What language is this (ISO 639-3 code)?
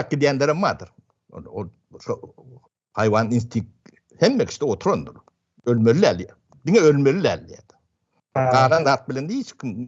tuk